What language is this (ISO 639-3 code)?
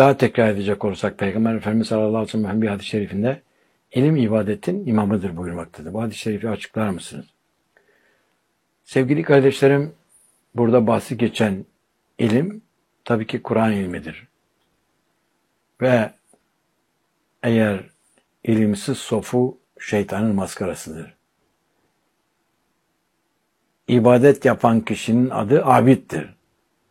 tur